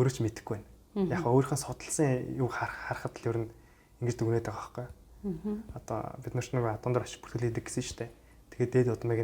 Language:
Mongolian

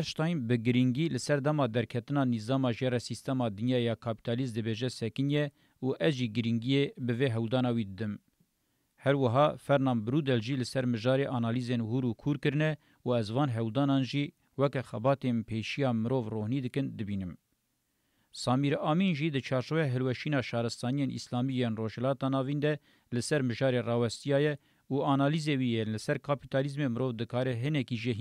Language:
Kurdish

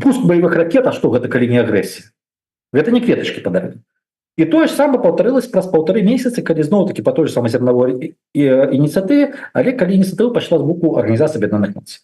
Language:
Belarusian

